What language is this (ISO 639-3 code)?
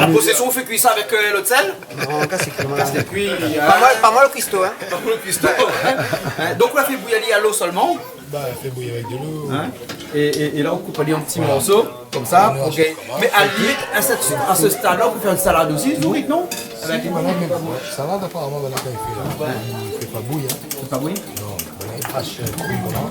rcf